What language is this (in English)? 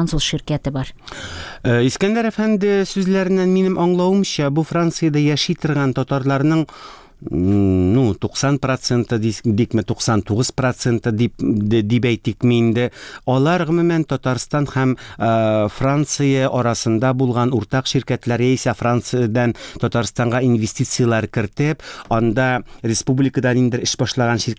Tatar